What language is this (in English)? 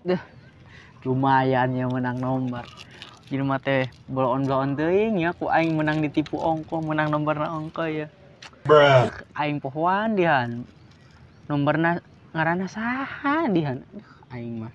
Sundanese